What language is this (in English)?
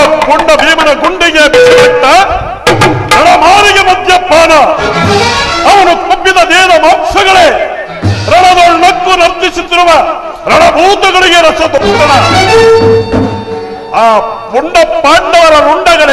Kannada